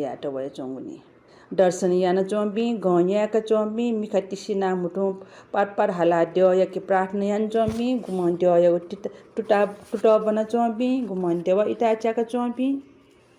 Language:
Newari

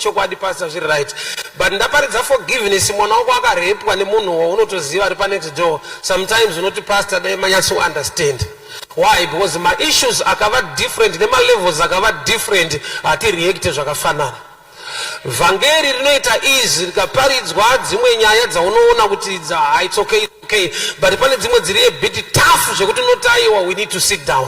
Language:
Shona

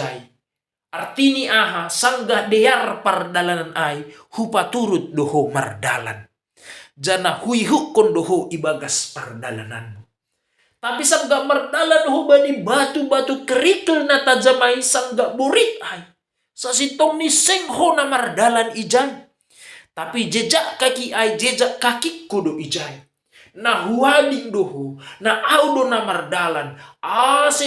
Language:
Batak Simalungun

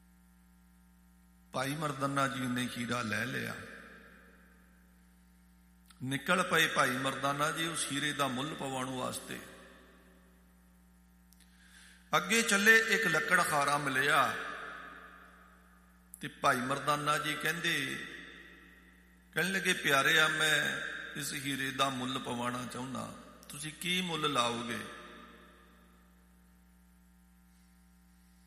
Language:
Punjabi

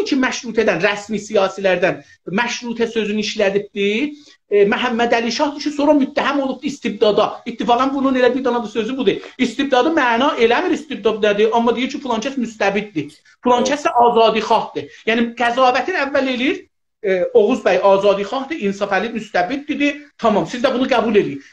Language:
South Azerbaijani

